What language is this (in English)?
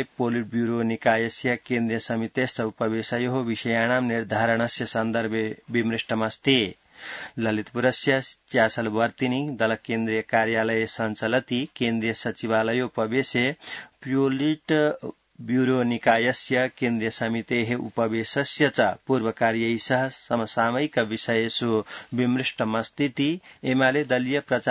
Sanskrit